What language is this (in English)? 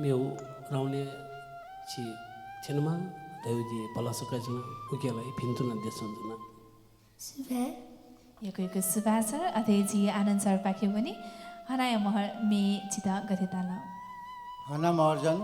Newari